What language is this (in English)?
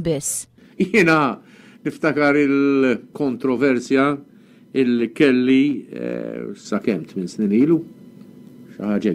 Maltese